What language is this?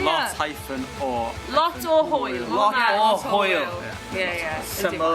Welsh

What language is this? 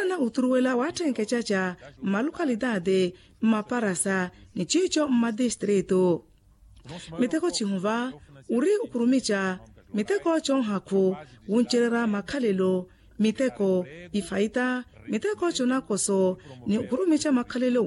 Makhuwa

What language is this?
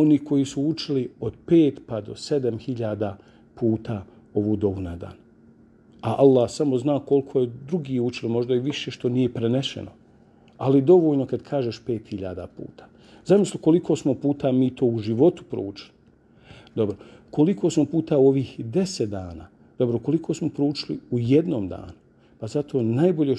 Bosnian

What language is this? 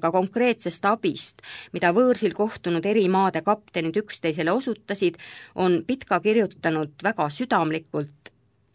Estonian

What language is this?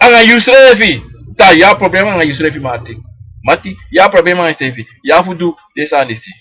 Sranan Tongo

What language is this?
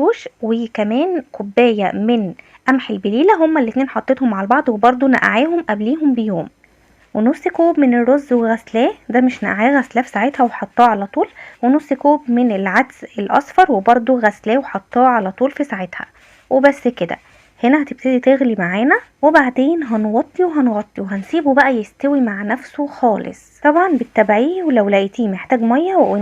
Egyptian Arabic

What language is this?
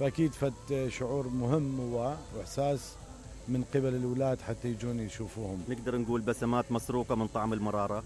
Mesopotamian Arabic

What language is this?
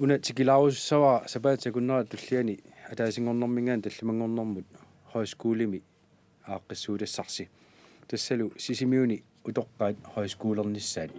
Kalaallisut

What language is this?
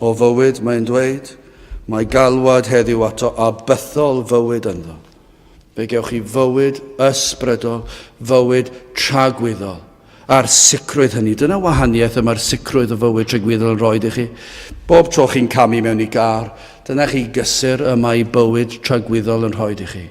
Welsh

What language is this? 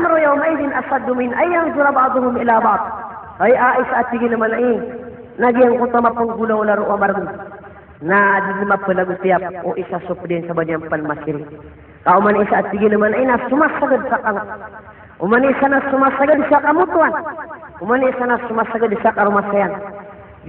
Maranao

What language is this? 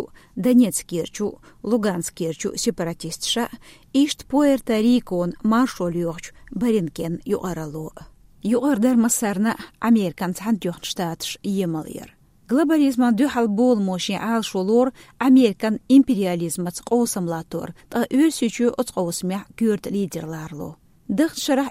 Chechen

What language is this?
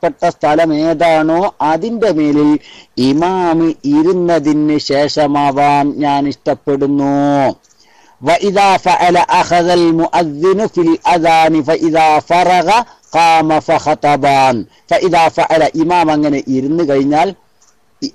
Malayalam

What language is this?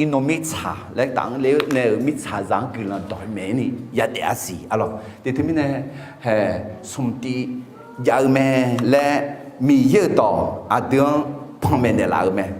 Akha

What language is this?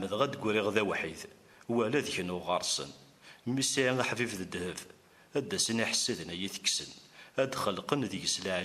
Kabyle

